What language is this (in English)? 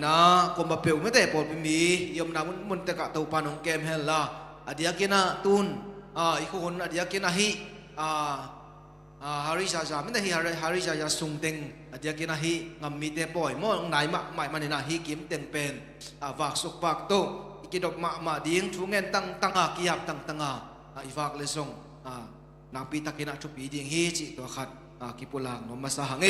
Tedim Chin